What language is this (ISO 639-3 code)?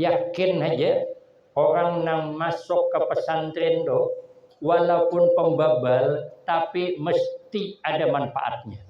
bjn